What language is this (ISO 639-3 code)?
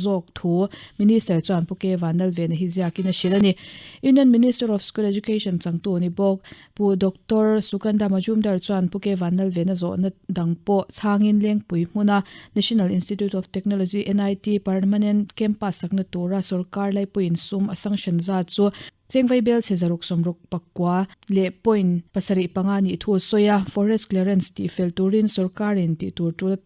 lus